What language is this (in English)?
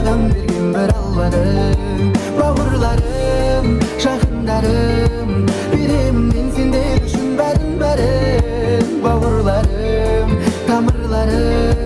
Kara-Kalpak